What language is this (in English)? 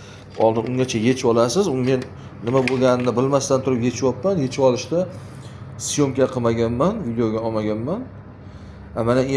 Uzbek